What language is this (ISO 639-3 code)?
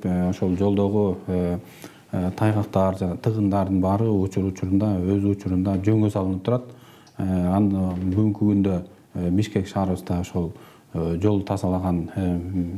kir